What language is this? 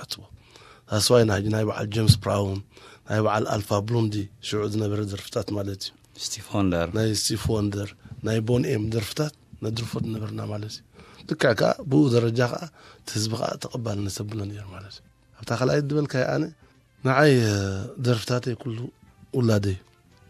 Tigrinya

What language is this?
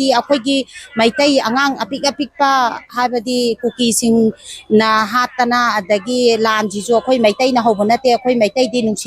Manipuri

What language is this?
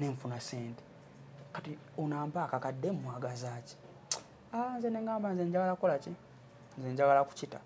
Ganda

